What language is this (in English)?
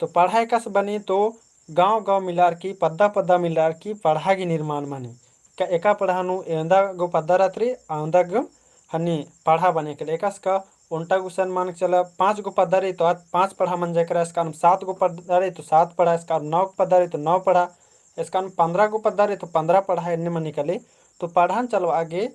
Kurukh